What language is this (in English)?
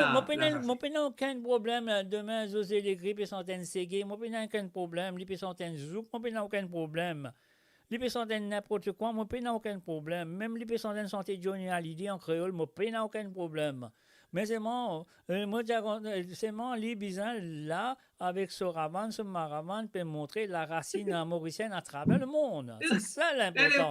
Morisyen